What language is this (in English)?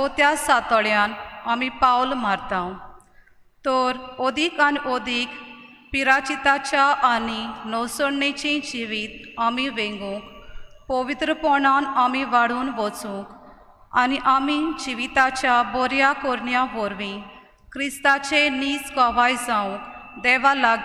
Konkani